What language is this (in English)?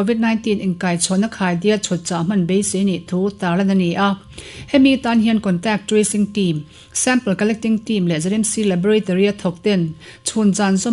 Mizo